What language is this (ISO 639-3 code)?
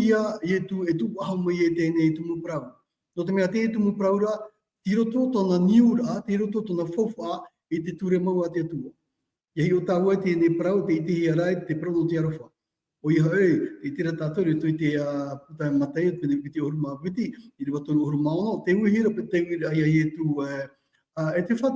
tah